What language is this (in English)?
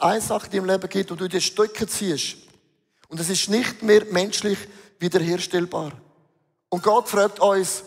Swiss German